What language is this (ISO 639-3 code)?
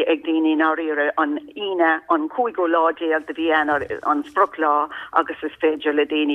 gle